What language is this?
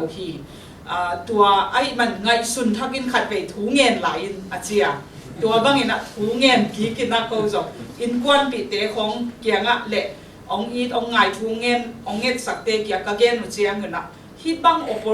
Tedim Chin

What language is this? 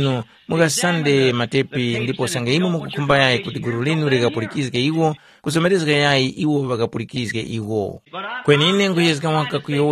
Tumbuka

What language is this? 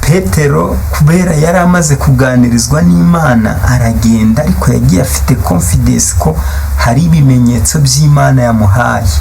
Kinyarwanda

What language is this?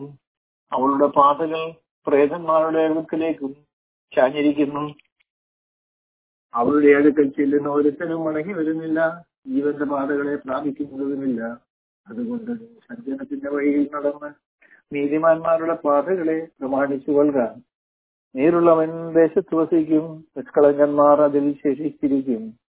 Malayalam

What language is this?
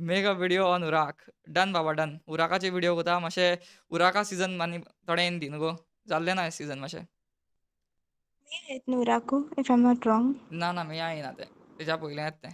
Konkani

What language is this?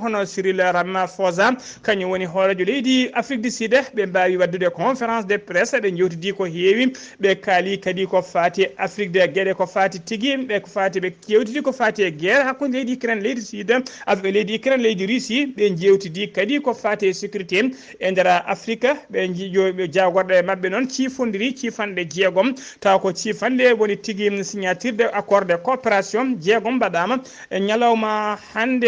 Fula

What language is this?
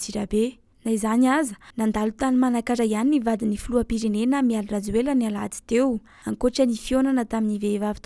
Malagasy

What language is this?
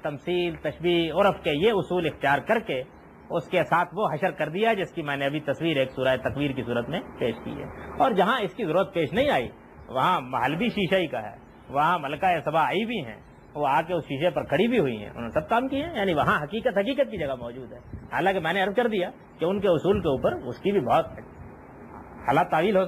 Urdu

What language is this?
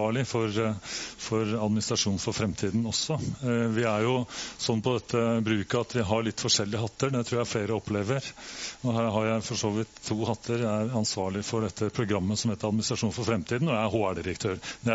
Norwegian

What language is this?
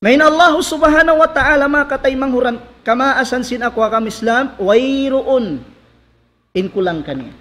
Tausug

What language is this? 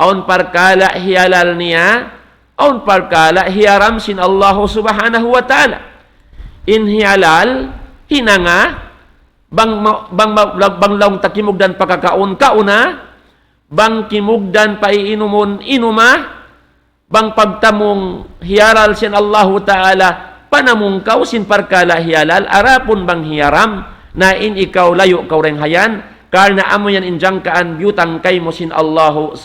Tausug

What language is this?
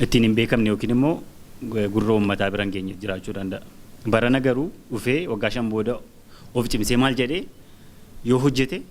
Oromo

